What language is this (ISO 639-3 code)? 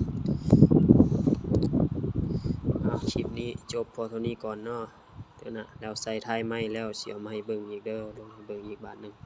lao